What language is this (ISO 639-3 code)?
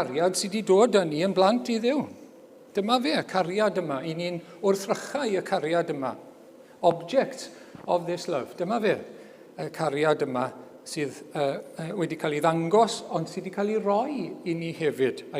cym